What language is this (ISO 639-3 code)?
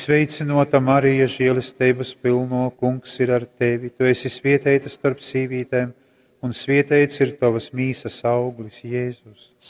ltg